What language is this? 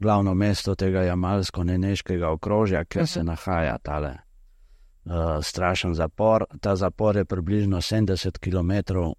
Slovenian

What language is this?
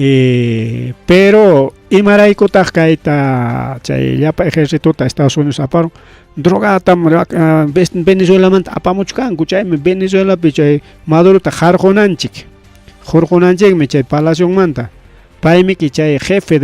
Ayacucho Quechua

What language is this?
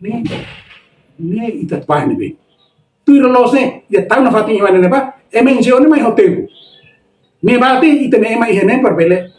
Tetum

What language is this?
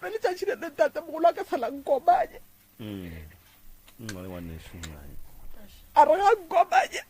Northern Sotho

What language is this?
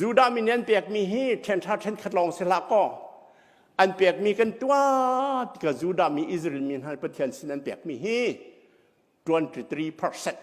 Hakha Chin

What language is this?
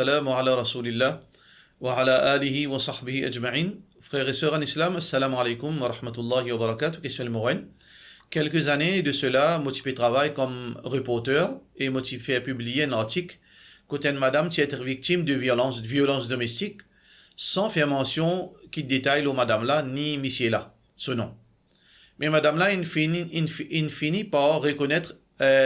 Morisyen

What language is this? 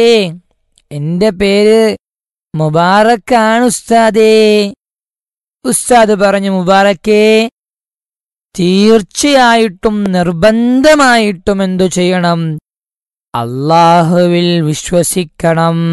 Malayalam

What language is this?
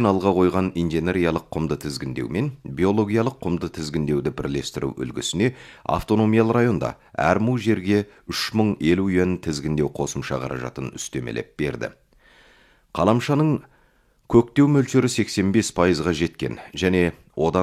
Kazakh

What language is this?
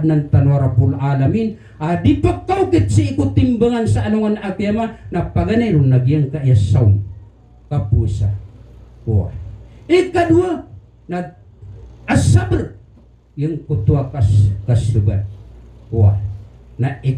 Maranao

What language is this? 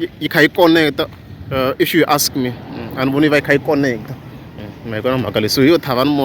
Tsonga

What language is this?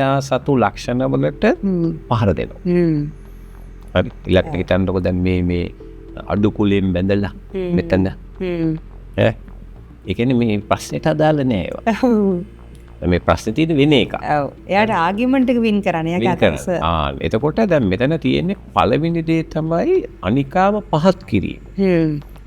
Sinhala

